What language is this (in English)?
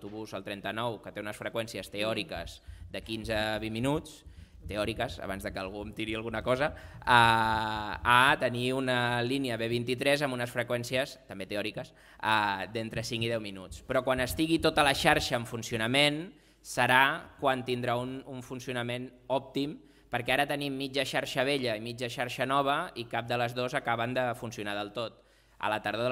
Catalan